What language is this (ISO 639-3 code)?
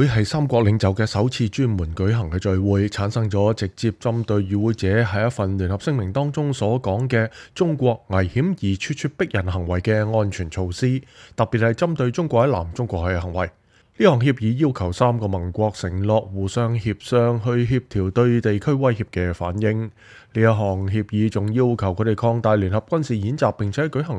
yue